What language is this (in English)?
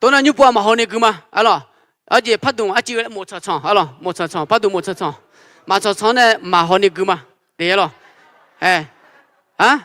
Akha